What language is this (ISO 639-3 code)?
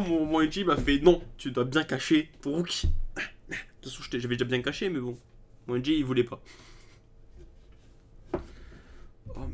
fra